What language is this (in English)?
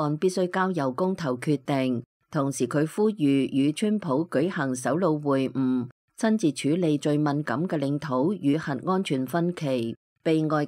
Cantonese